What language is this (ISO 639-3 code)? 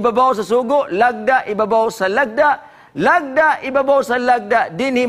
ceb